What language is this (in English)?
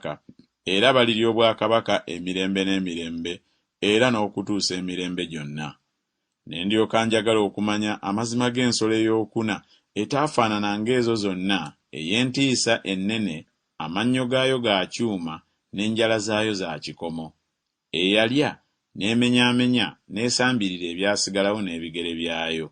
Ganda